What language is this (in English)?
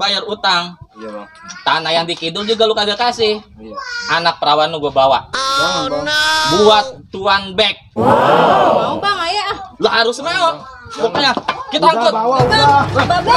Betawi